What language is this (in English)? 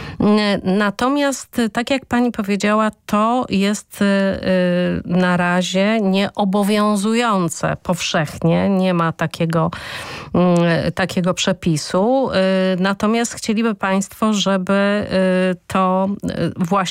Polish